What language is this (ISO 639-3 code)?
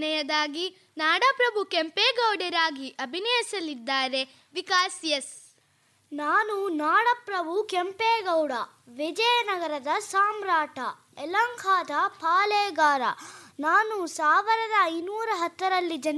kan